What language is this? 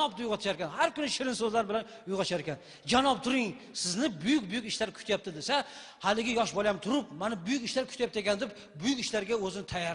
Uzbek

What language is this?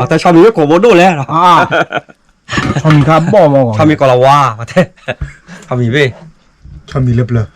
S'gaw Karen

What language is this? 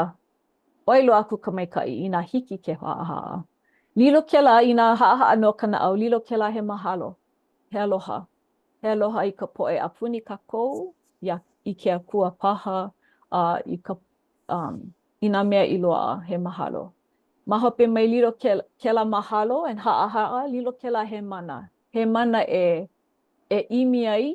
Hawaiian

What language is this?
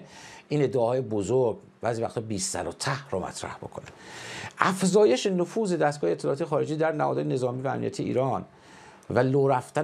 Persian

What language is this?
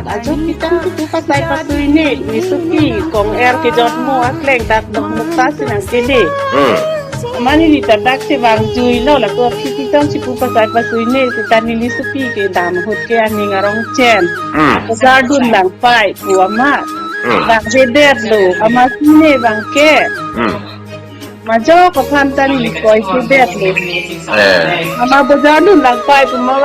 Karbi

